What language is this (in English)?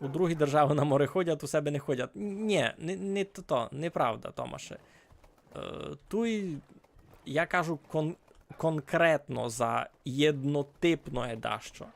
Rusyn